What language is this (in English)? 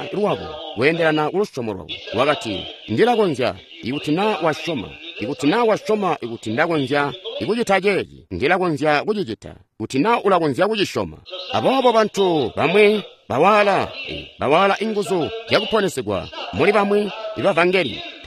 Tonga (Zambia)